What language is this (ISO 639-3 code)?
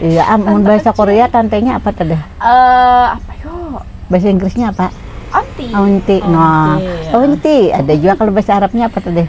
bjn